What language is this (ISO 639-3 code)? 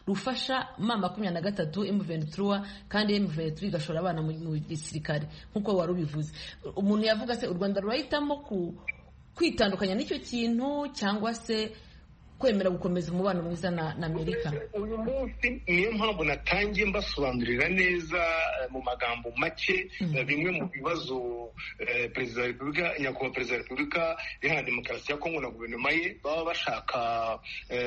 kin